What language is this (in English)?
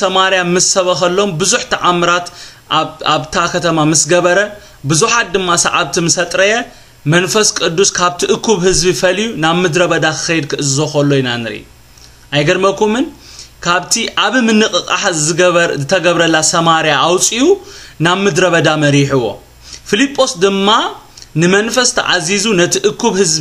Tigrinya